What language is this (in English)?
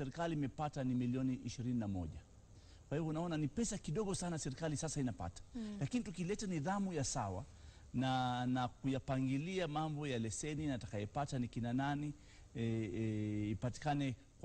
Swahili